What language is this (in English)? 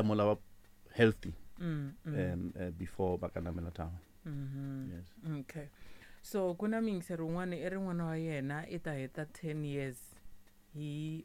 Tsonga